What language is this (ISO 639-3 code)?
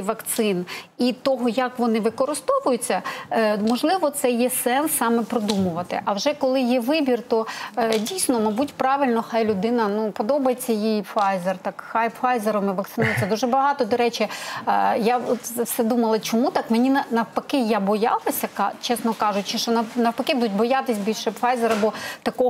ukr